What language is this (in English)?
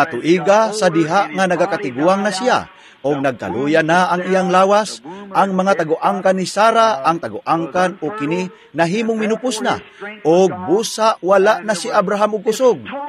Cebuano